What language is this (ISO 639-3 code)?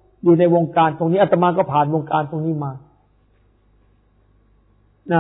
tha